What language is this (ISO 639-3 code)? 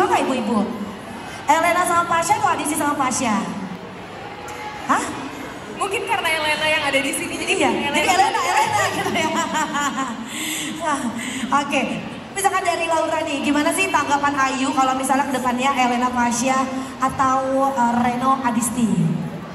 ind